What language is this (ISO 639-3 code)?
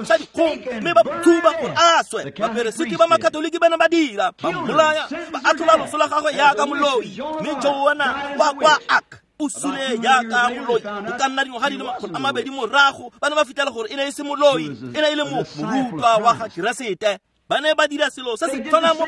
tsn